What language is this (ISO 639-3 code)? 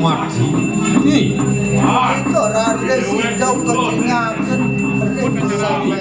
ban